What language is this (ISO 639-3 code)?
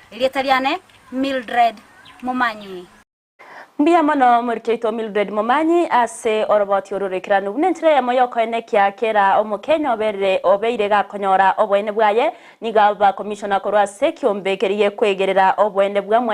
guz